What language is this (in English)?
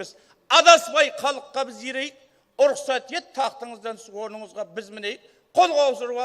Kara-Kalpak